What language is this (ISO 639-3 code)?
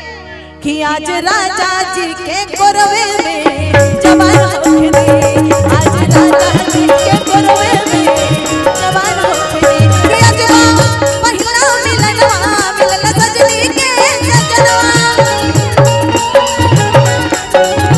bho